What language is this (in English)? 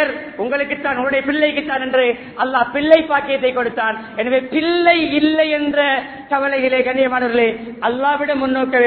Tamil